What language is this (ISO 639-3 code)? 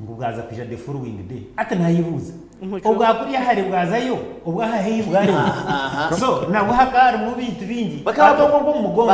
nyn